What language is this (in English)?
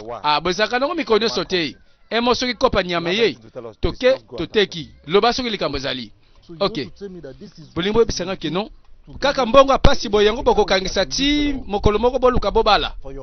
Lingala